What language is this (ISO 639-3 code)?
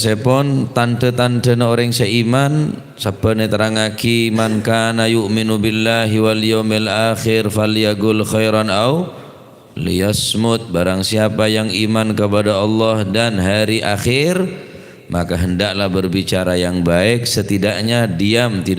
mad